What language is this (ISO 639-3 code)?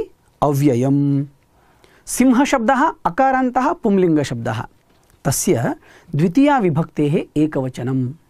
san